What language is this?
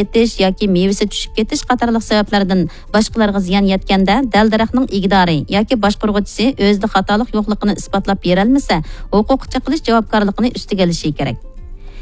Uyghur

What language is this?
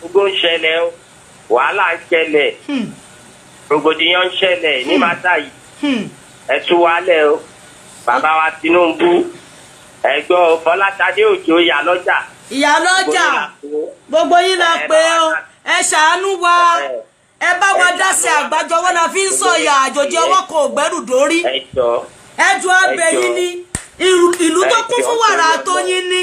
Yoruba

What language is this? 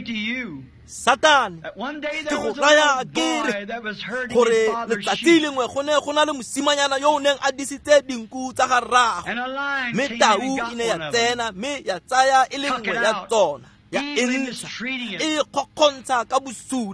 Tswana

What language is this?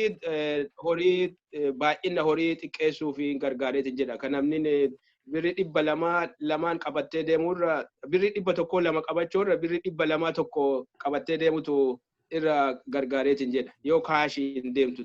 Oromo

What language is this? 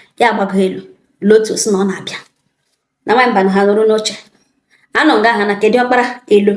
Igbo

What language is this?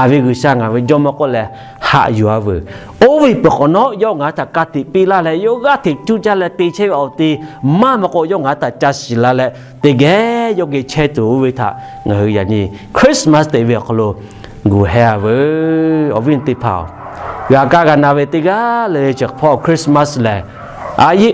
Lahu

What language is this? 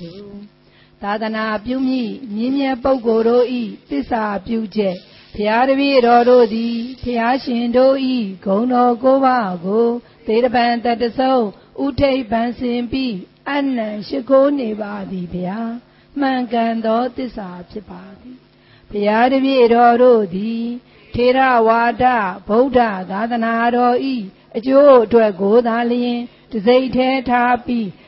Burmese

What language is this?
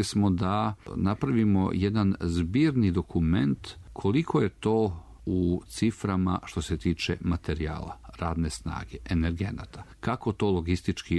Serbian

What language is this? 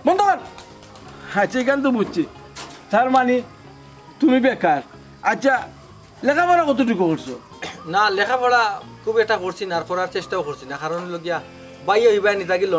Sylheti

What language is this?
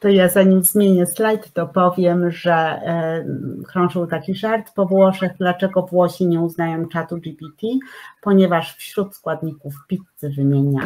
Polish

